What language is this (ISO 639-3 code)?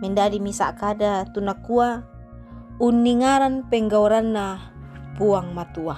sda